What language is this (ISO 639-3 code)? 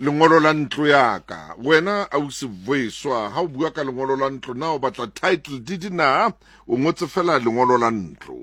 sot